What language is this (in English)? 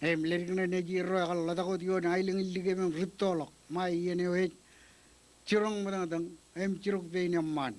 Marshallese